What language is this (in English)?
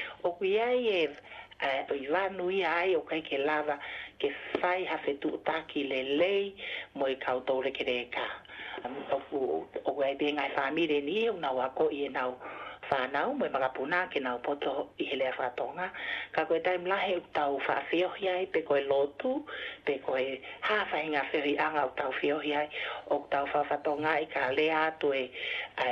Tongan